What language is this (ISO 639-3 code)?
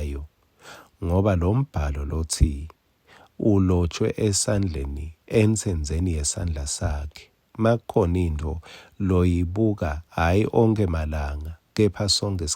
ssw